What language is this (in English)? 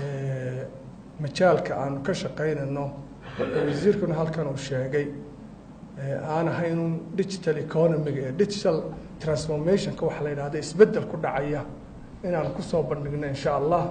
Somali